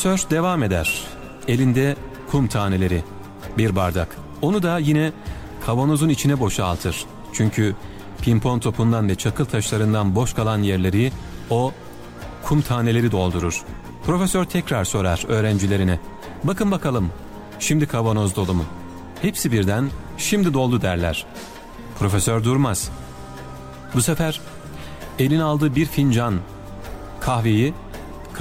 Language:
Turkish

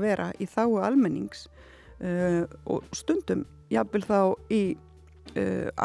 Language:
Icelandic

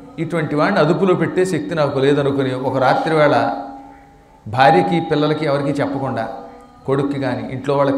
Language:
Telugu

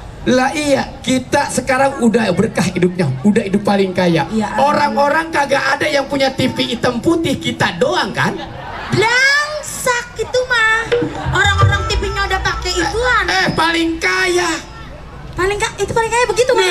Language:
Betawi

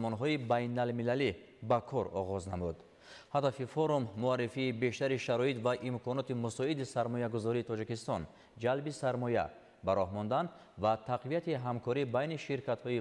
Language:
Tajik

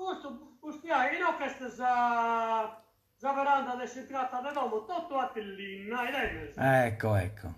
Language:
Sardinian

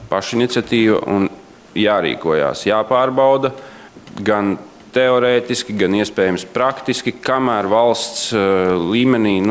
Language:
Latvian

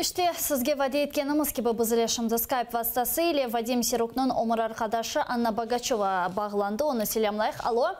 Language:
Crimean Tatar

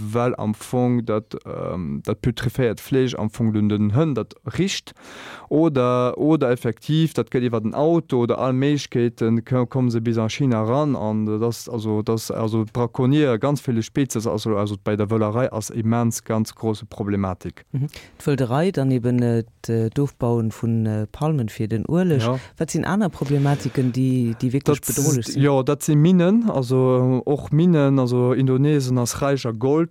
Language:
Luxembourgish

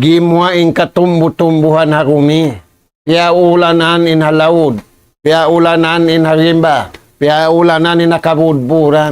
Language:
Tausug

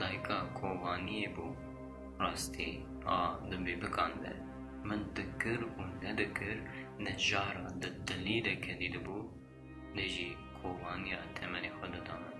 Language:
Kurdish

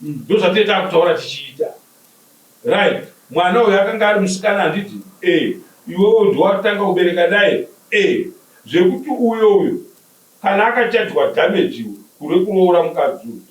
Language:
Shona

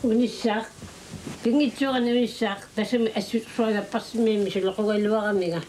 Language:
Kalaallisut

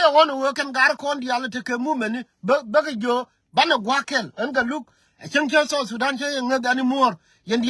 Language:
Nuer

